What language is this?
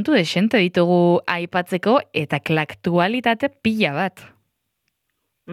Basque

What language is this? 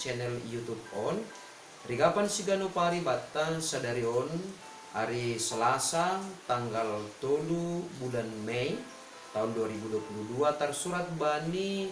Batak Simalungun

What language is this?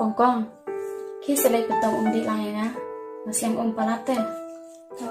Khasi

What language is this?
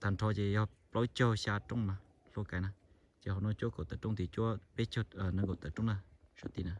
Hmong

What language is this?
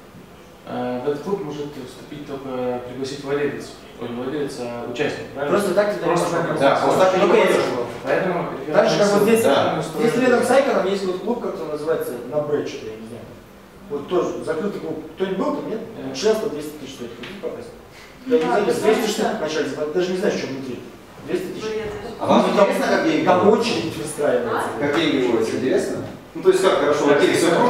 Russian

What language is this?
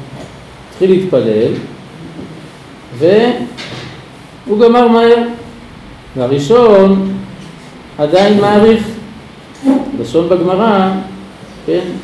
Hebrew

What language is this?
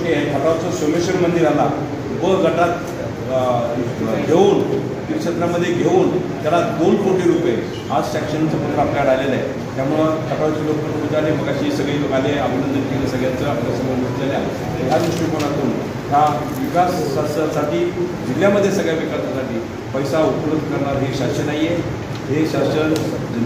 Marathi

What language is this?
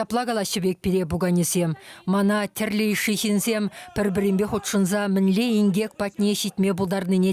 Chuvash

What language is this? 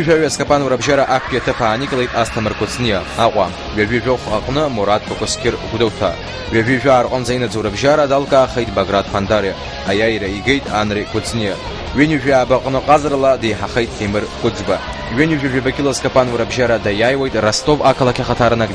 Abkhazian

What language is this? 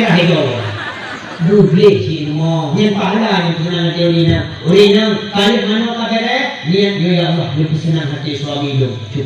Achinese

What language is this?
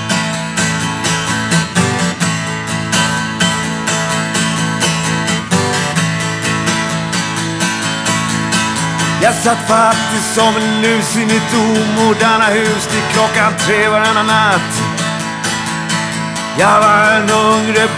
Swedish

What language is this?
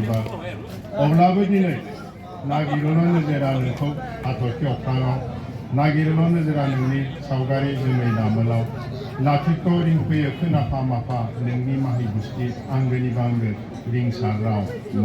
Bodo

